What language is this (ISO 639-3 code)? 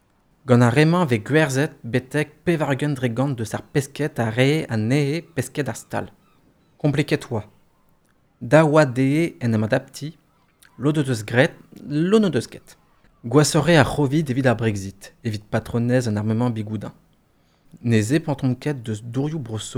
bre